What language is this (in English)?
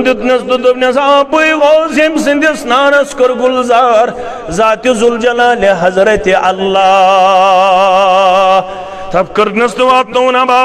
Kashmiri